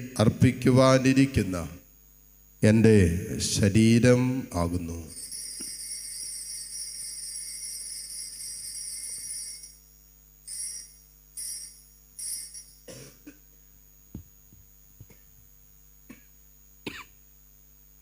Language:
Malayalam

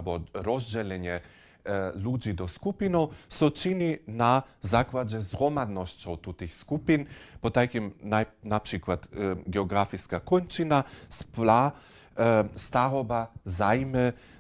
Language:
Upper Sorbian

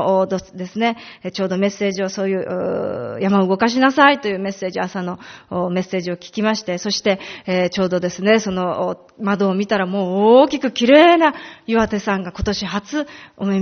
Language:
Japanese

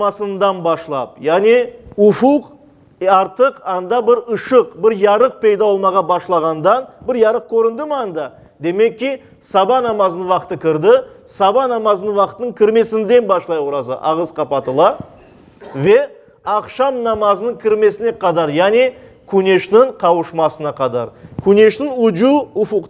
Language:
Crimean Tatar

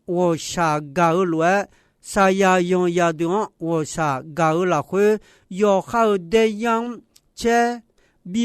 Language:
Akha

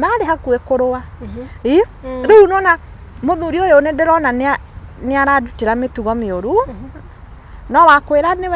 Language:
Kikuyu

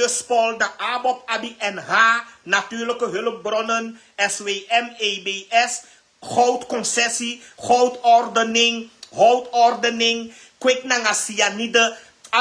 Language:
Sranan Tongo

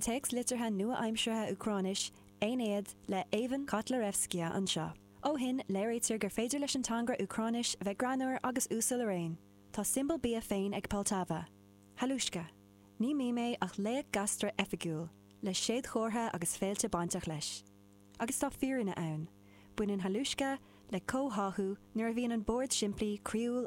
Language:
Irish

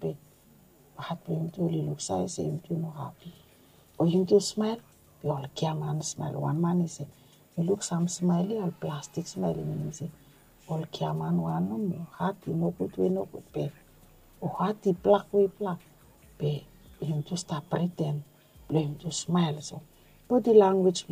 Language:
Bislama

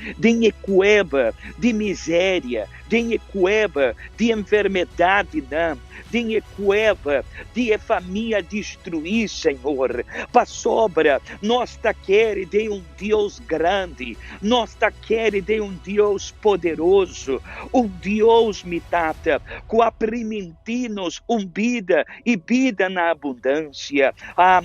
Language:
Papiamento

